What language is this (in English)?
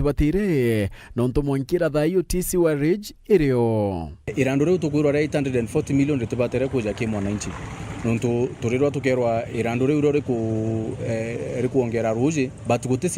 Meru